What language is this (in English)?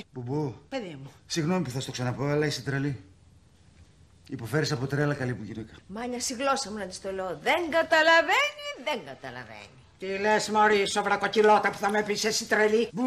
Greek